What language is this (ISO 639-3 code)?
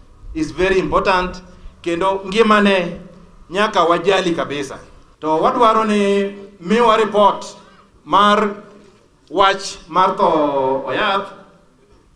luo